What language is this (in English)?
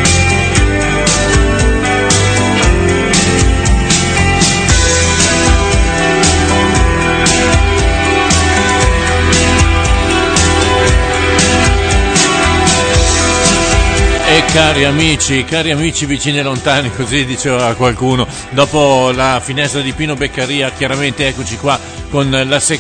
Italian